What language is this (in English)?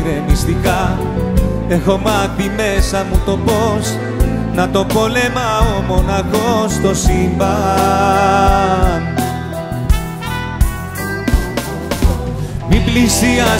Greek